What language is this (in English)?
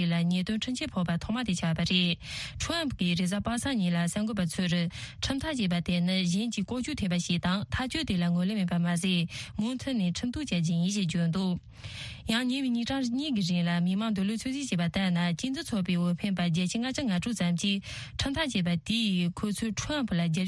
Tibetan